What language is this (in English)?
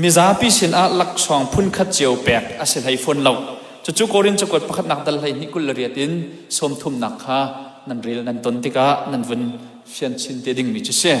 Hakha Chin